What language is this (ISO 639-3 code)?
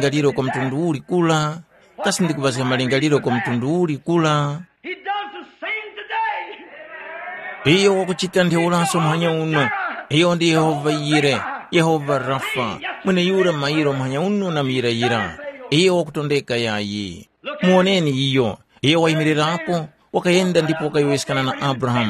tum